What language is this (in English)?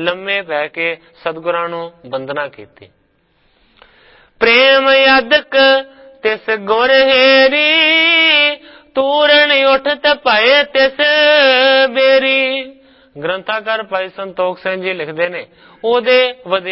Punjabi